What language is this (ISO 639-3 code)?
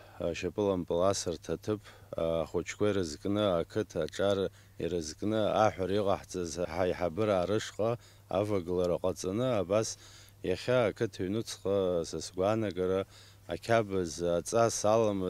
abk